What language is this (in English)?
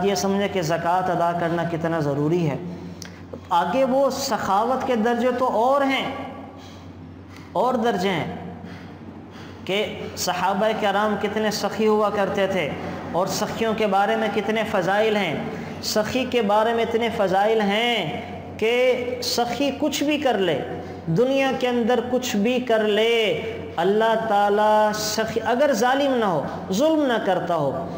Urdu